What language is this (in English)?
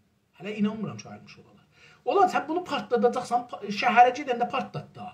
South Azerbaijani